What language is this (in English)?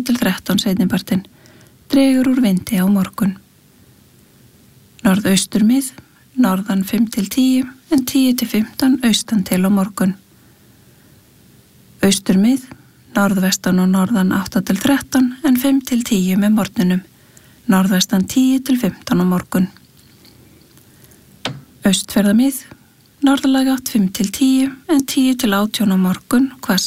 Icelandic